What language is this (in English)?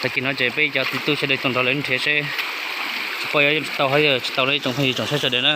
Hmong